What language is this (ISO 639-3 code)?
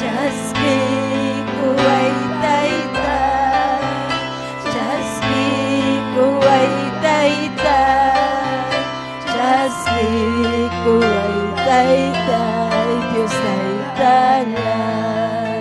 quy